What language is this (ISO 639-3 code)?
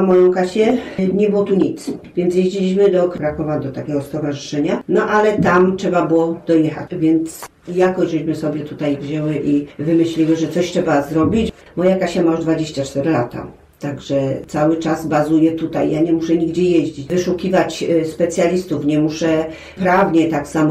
pol